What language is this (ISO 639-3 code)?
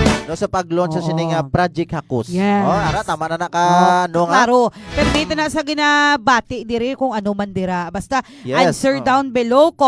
hil